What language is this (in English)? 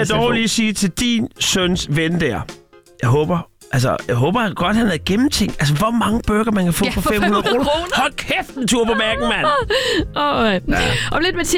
Danish